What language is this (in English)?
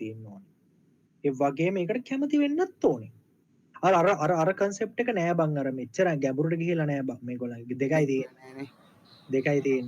Sinhala